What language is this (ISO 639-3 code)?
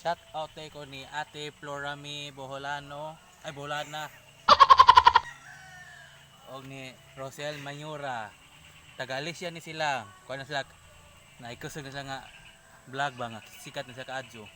ceb